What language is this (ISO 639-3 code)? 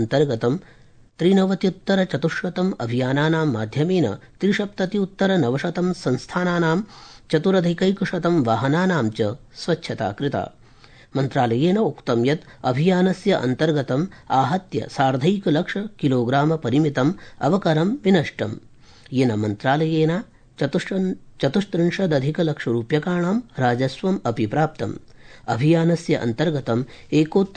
san